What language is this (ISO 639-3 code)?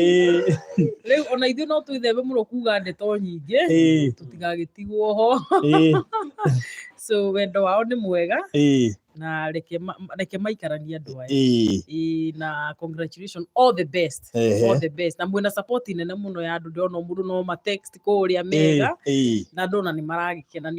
kik